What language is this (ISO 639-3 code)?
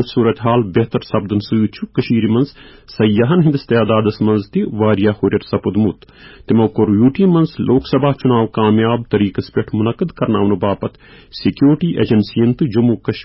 kas